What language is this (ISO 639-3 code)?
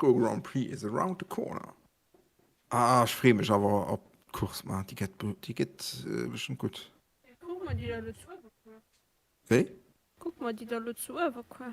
ltz